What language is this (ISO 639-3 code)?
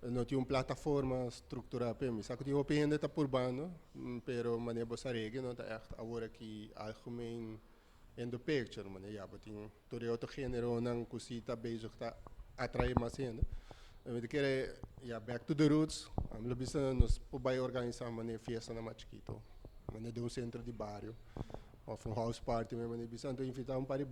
pap